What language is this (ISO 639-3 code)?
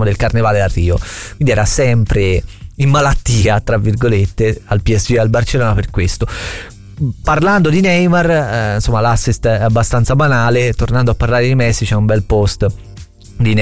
ita